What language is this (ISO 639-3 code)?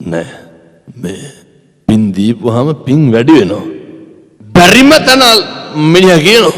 sin